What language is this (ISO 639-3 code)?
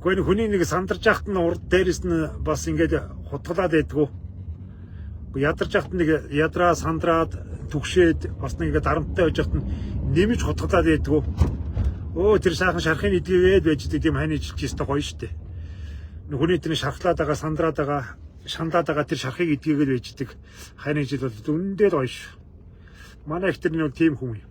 mon